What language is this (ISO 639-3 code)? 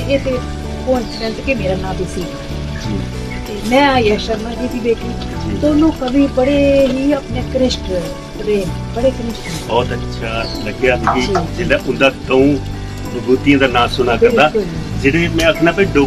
doi